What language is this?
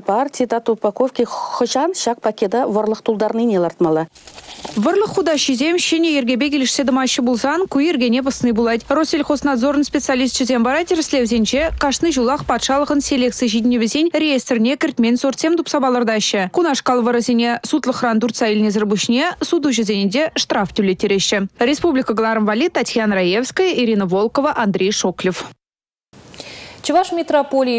Chuvash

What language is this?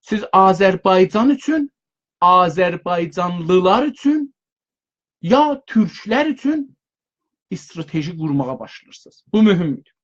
South Azerbaijani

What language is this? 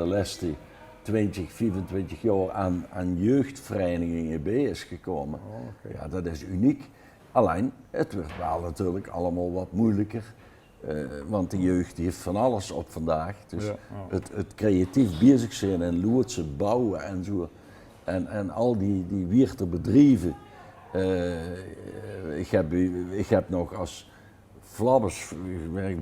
Limburgish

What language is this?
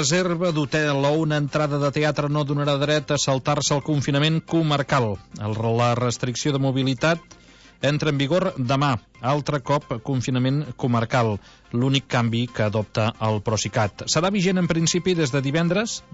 Catalan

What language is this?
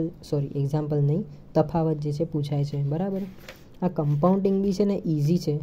Gujarati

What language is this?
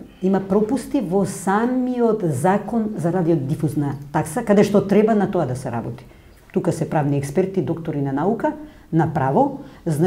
Macedonian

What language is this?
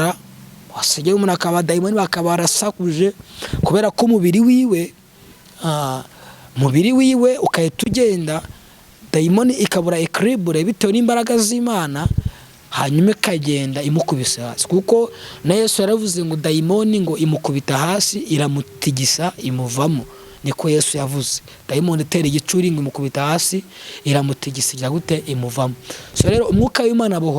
Kinyarwanda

